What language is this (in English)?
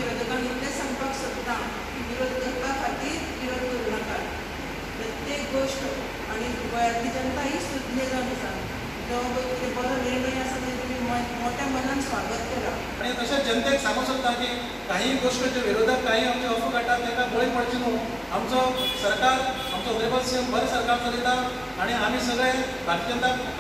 Konkani